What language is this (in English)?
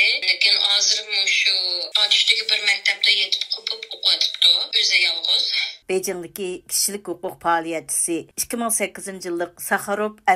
Uyghur